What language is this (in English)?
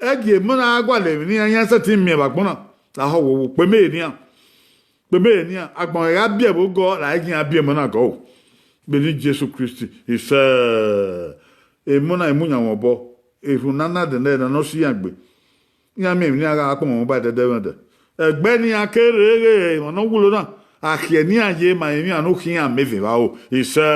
Bini